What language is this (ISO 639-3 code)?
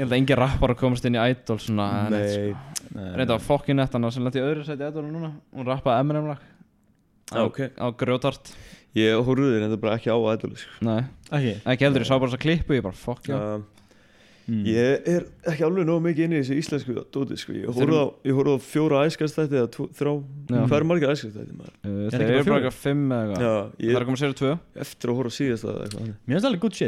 isl